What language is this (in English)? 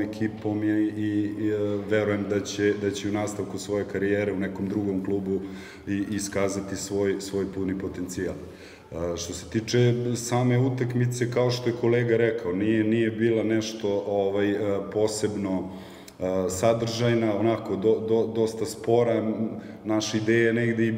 Serbian